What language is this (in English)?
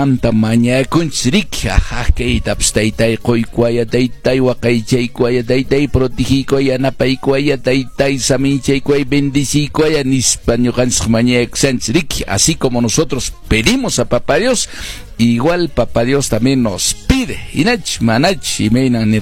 Quechua